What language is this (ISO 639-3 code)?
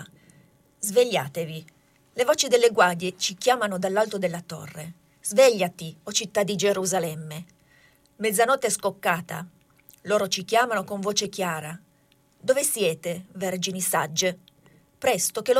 ita